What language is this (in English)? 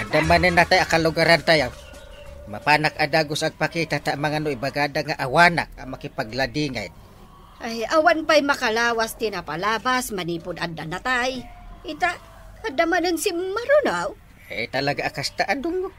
Iloko